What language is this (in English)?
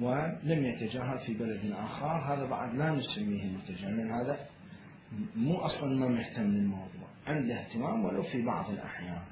Mesopotamian Arabic